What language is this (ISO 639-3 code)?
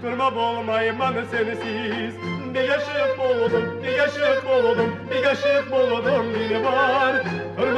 kum